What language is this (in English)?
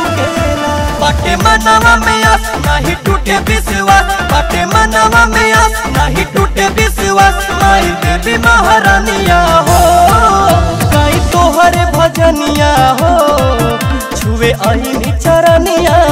Bhojpuri